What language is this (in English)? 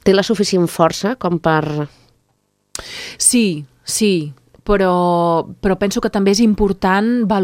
Catalan